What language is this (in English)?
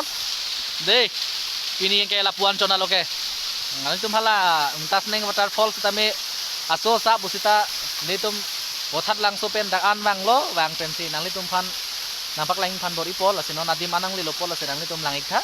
Karbi